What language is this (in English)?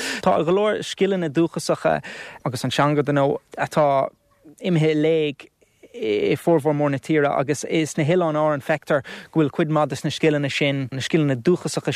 Irish